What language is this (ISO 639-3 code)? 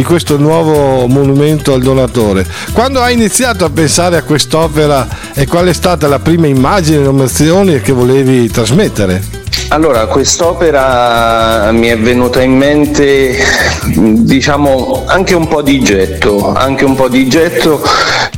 ita